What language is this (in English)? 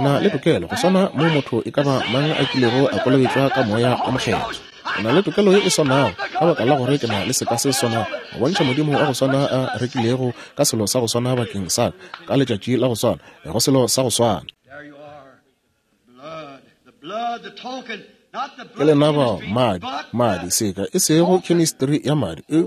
Northern Sotho